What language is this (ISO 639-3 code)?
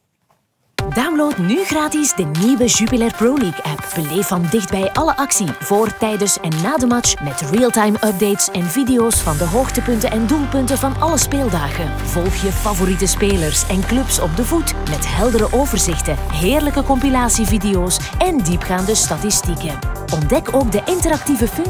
nld